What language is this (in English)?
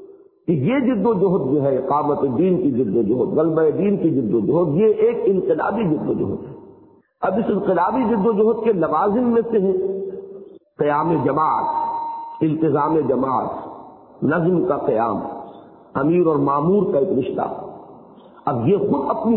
Urdu